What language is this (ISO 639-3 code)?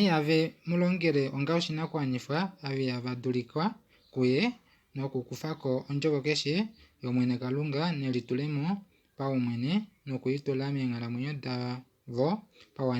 kua